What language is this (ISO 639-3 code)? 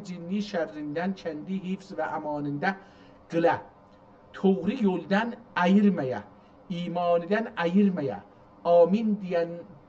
azb